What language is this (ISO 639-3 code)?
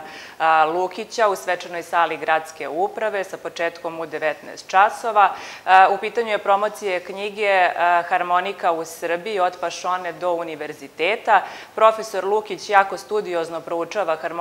srp